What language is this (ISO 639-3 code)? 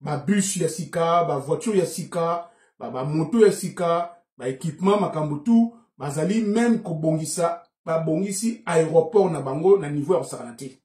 lin